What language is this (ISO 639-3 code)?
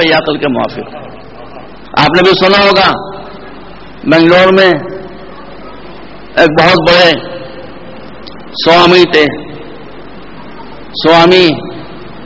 urd